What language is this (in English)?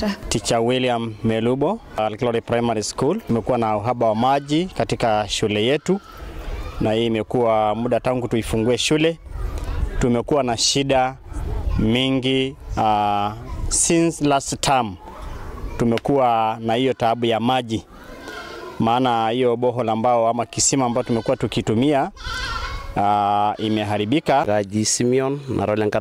Masai